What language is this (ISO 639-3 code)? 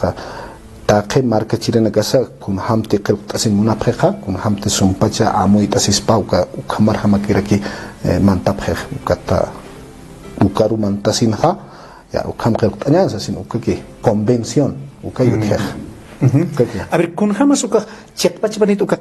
aym